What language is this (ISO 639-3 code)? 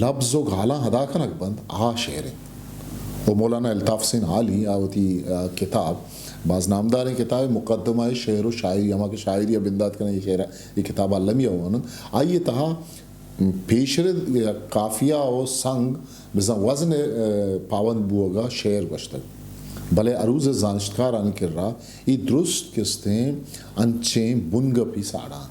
bgp